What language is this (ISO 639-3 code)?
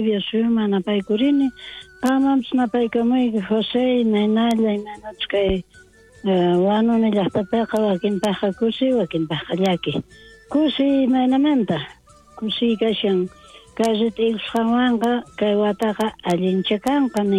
quh